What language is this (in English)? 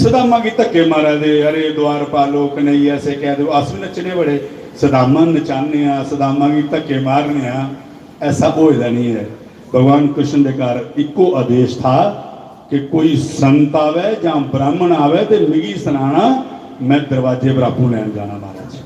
Dogri